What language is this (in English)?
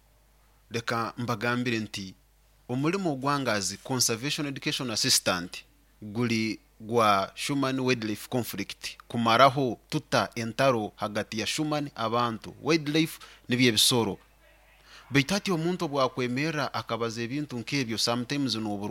Nyoro